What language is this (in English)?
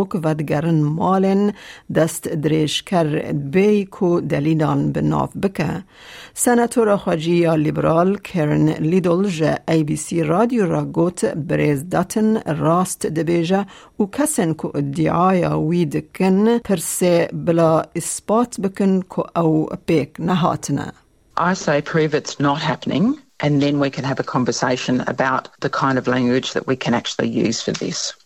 Kurdish